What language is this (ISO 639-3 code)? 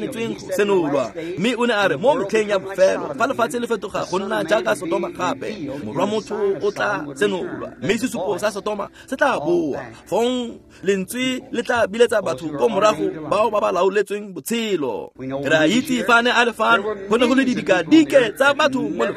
tsn